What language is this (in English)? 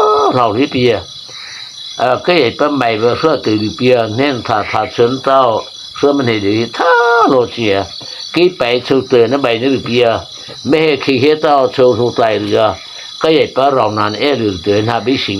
Mara Chin